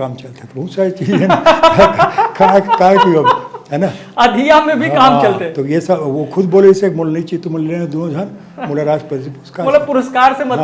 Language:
Chhattisgarhi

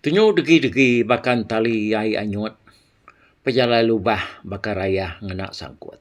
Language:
Iban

